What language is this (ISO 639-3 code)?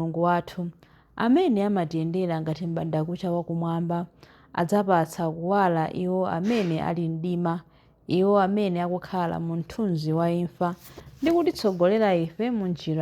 nya